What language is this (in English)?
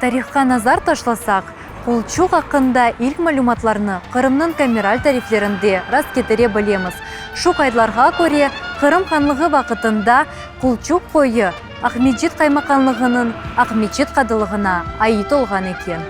Crimean Tatar